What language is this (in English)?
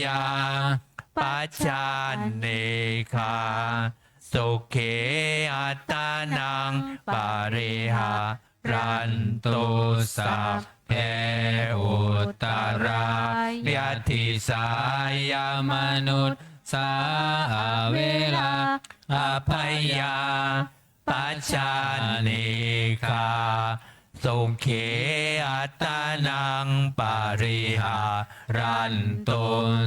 Pali